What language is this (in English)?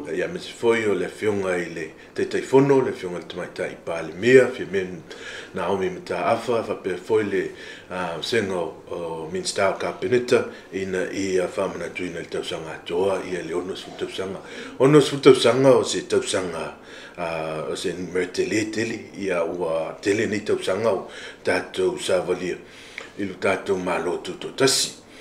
Samoan